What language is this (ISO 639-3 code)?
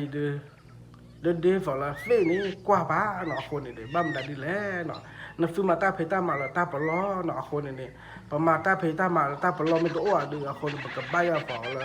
ksw